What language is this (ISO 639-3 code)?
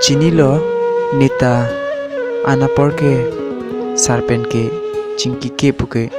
mjw